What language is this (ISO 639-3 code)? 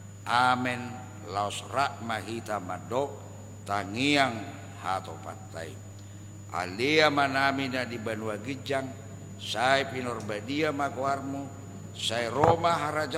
bbc